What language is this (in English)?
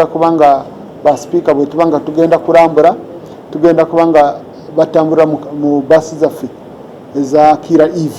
Ganda